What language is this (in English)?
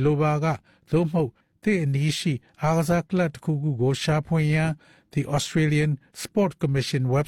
Burmese